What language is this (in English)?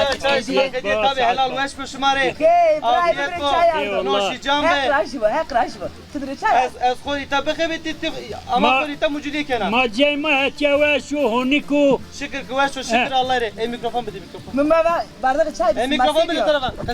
Zaza